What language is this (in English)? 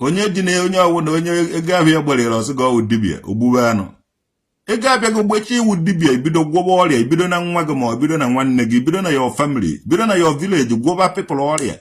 Igbo